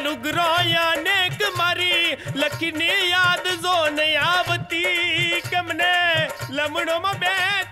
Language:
Gujarati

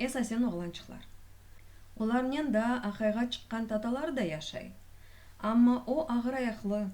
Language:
Crimean Tatar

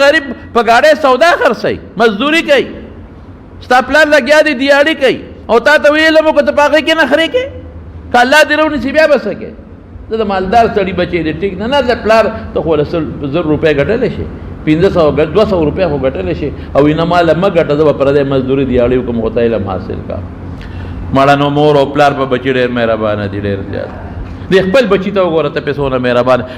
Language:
Pashto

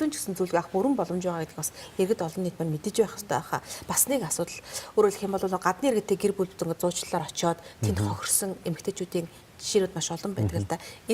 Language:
Mongolian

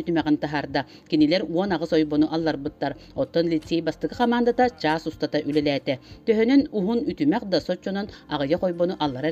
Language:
Yakut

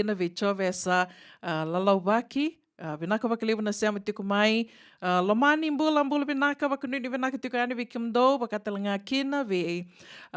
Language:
Fijian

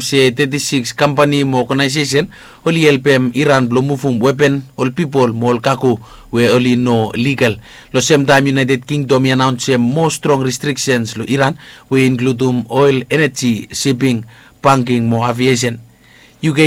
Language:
Bislama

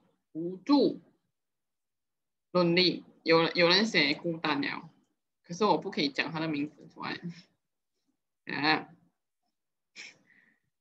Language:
Chinese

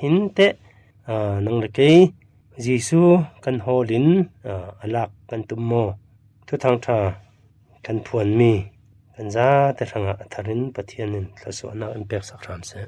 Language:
Falam Chin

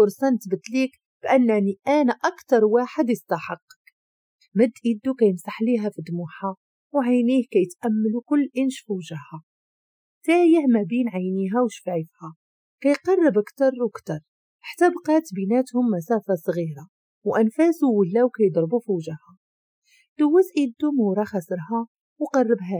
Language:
Moroccan Arabic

